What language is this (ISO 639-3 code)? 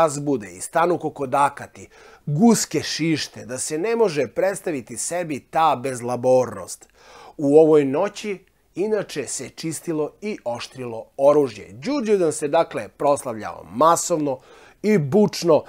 srp